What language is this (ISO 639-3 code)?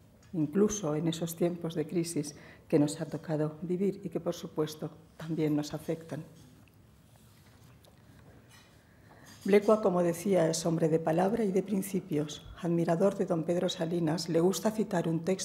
spa